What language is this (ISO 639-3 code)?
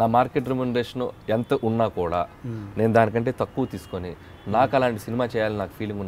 tel